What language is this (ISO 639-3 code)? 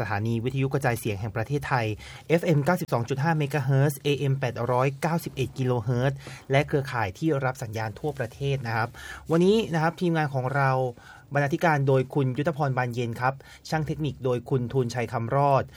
tha